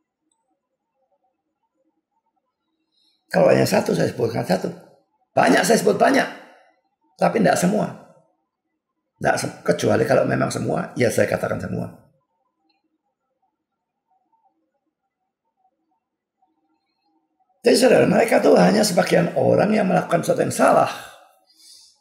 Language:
Indonesian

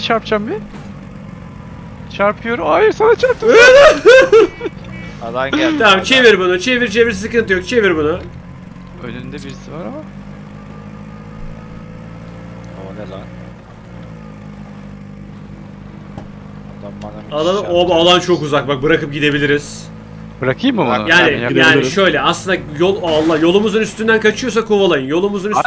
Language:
Turkish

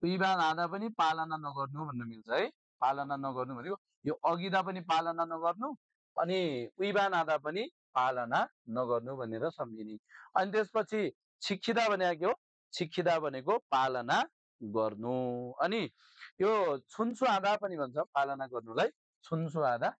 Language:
Nepali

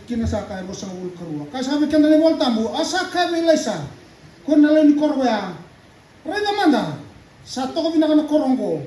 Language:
Fijian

